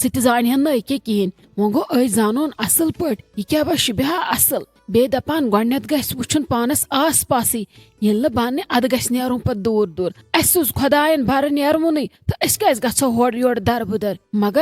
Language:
Kashmiri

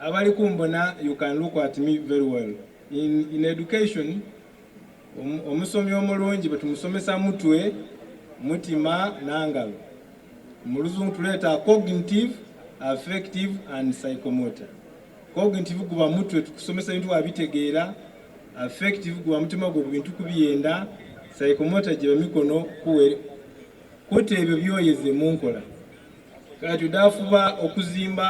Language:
Soga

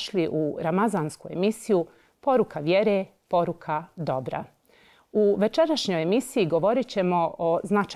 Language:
Bosnian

